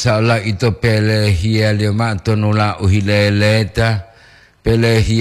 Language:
Gorontalo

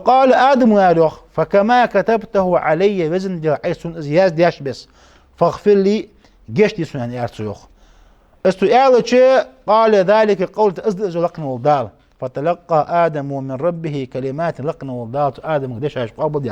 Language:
Ingush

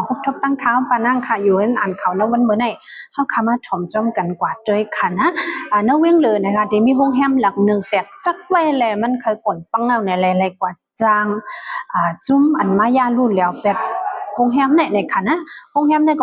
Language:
Shan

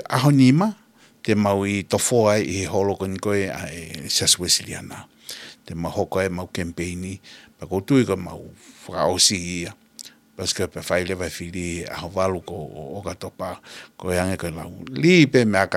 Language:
Tongan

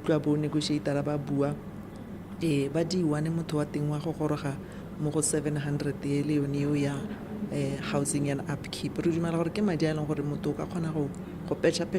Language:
Tswana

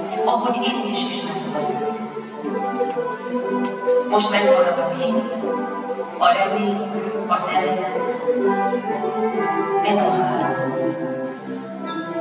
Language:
Hungarian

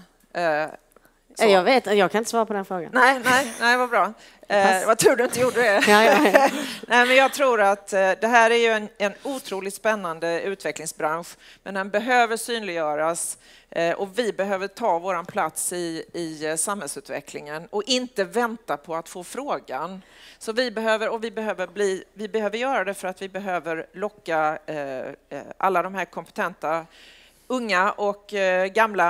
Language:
Swedish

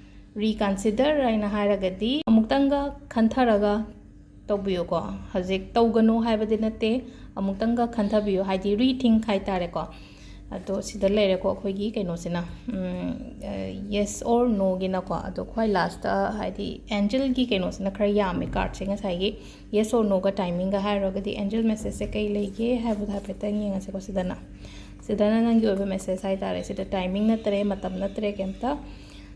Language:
Manipuri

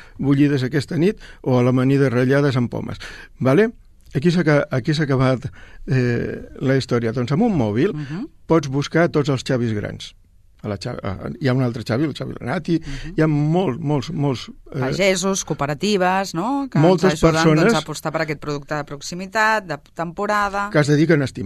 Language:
Catalan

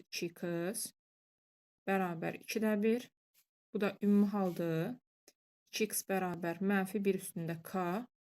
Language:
Azerbaijani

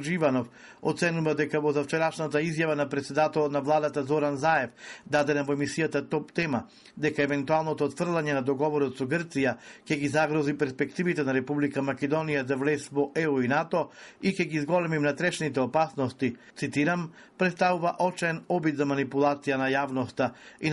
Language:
Macedonian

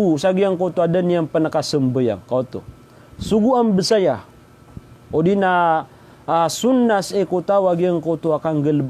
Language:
Maranao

